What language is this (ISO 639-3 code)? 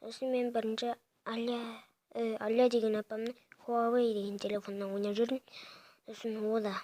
kaz